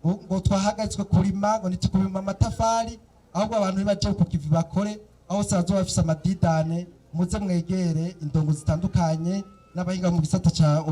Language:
Rundi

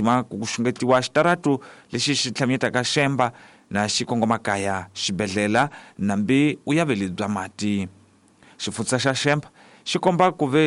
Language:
Tsonga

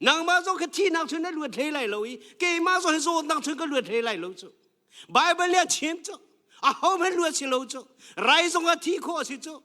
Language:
Hakha Chin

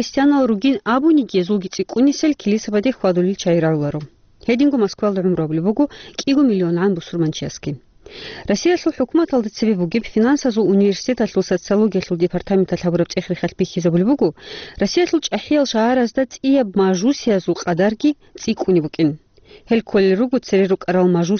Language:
Avaric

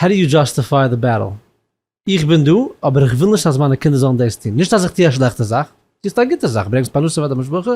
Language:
Yiddish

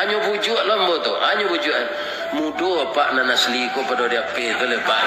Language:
Minangkabau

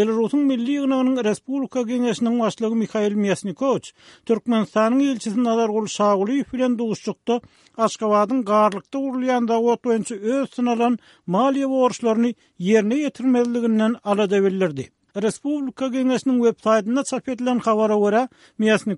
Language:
Turkmen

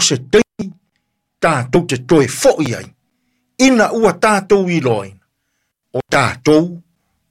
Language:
Samoan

